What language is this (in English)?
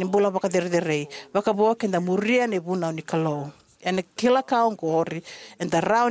Fijian